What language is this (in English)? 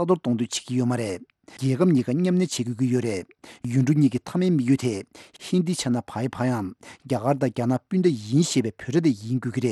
Tibetan